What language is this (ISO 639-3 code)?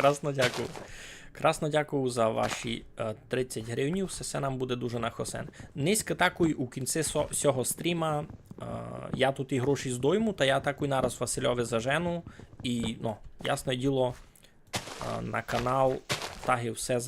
rue